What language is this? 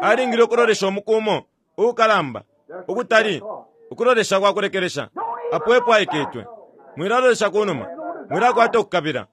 Bemba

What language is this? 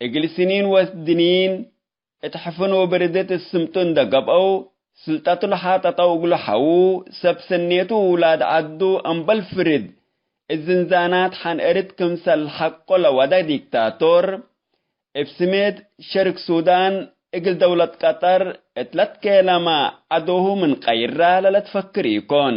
Tigre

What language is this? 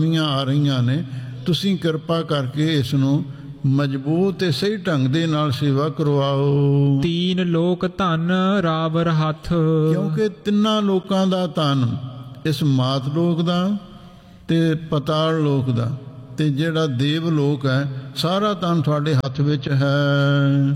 Punjabi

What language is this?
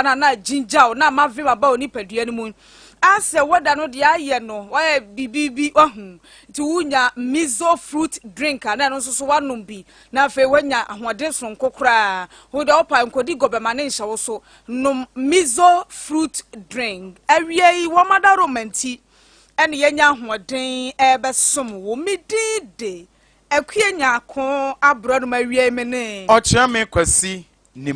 Akan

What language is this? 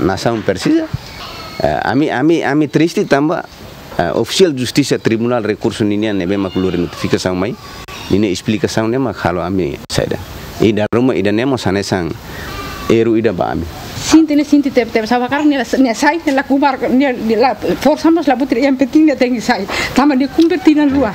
Tetum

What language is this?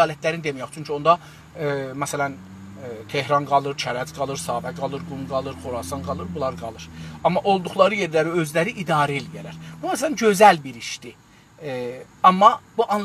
South Azerbaijani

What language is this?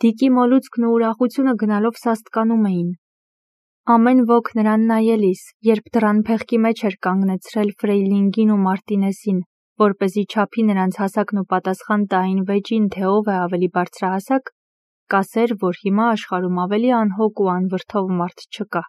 Armenian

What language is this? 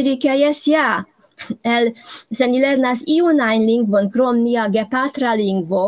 Esperanto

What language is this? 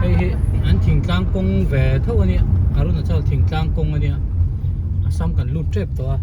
Hmar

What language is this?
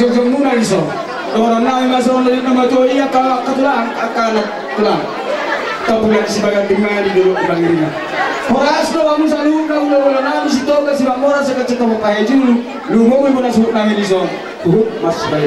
Batak Toba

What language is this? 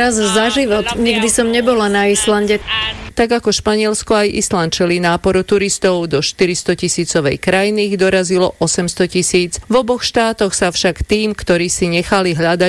Slovak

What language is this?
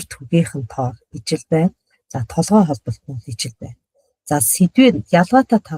Mongolian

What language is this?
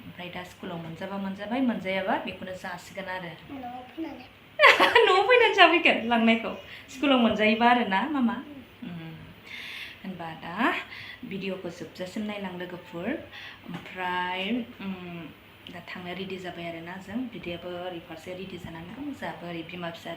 Bodo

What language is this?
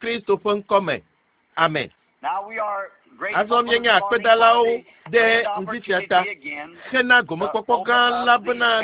Ewe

